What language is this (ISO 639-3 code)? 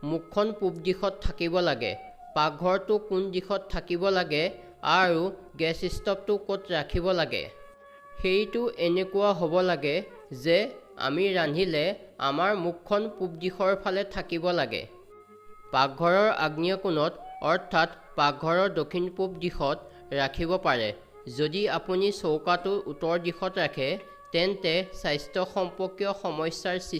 asm